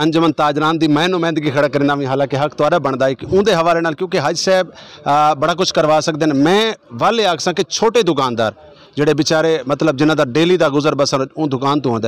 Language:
Saraiki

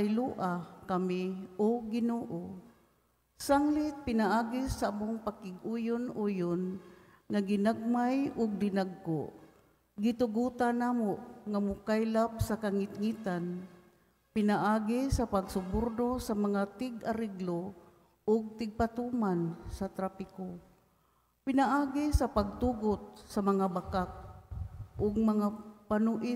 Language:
Cebuano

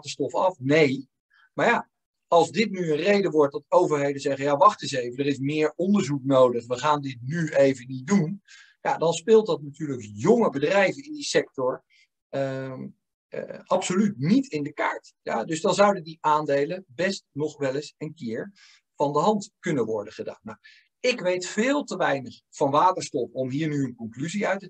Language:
Dutch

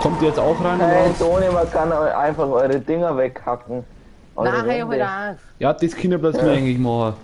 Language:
Bavarian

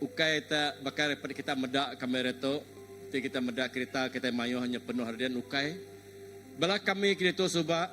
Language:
Iban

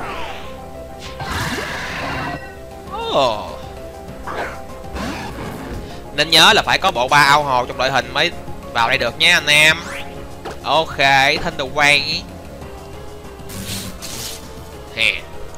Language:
Vietnamese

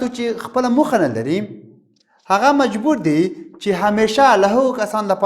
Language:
Pashto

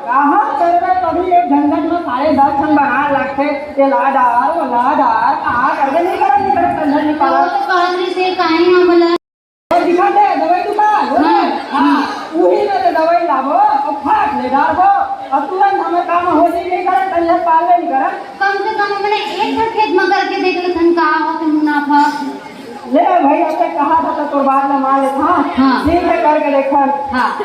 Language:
Chhattisgarhi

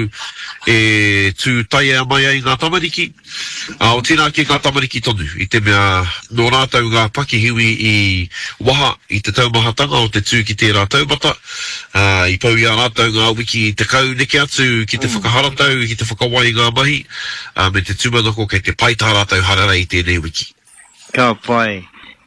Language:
Māori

